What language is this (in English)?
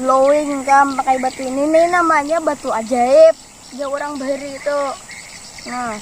Banjar